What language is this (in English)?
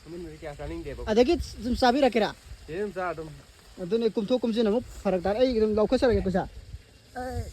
Manipuri